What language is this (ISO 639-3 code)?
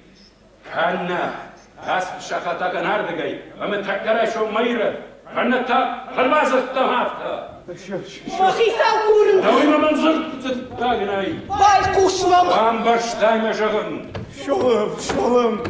oss